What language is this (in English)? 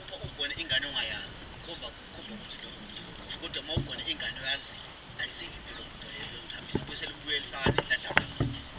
Zulu